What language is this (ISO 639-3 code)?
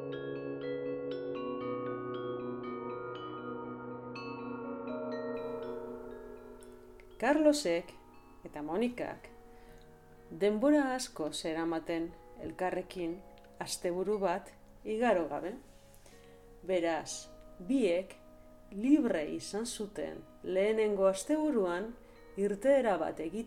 eus